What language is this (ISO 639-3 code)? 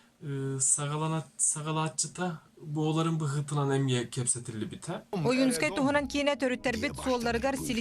sah